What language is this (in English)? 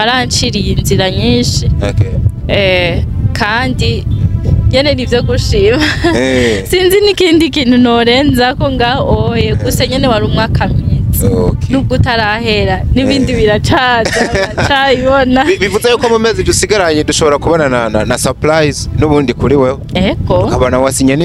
Rundi